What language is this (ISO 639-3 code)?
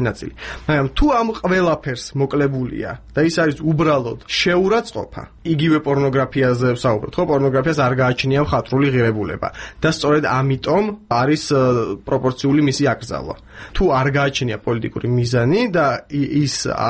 kat